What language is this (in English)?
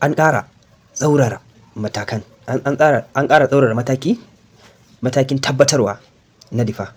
Hausa